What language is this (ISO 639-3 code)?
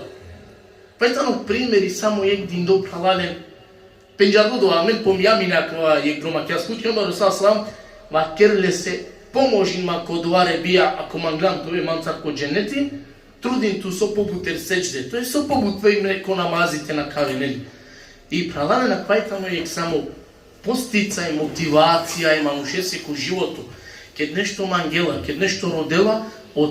rmn